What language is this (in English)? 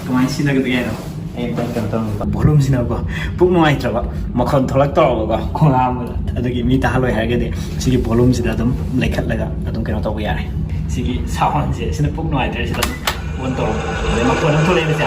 Manipuri